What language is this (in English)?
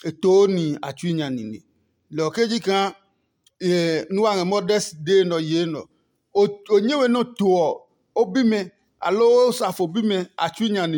Adangme